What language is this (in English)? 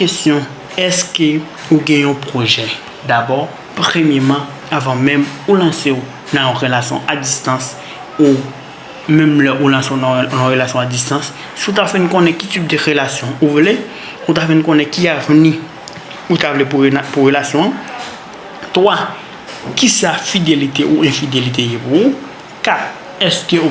Haitian Creole